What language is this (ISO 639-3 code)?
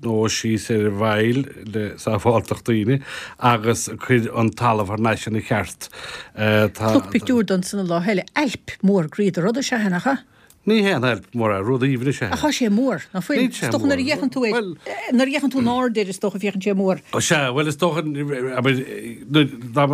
gle